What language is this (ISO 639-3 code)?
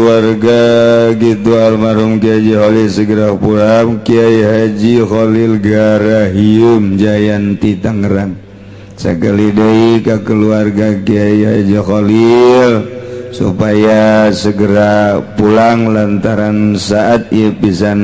sun